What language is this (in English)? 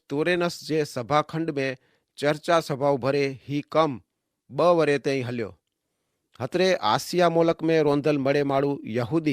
Kachhi